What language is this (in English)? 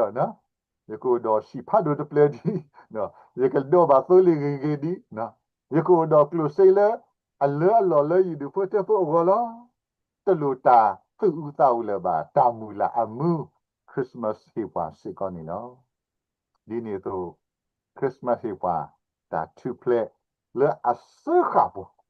S'gaw Karen